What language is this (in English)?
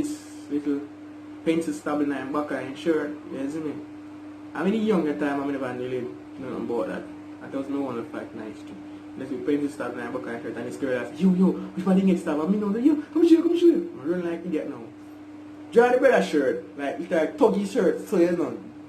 Jamaican Creole English